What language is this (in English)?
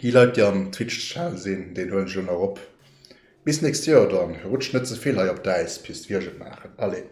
Luxembourgish